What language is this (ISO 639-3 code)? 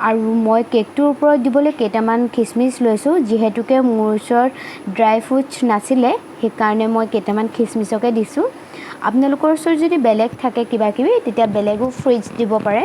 asm